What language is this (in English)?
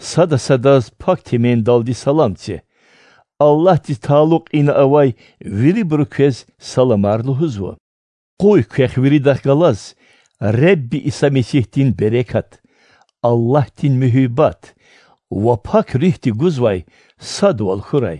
Lezghian